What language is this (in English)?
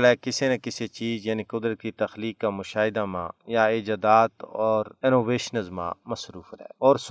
Gujari